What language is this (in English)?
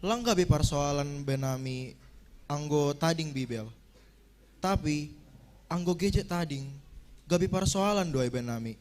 Batak Simalungun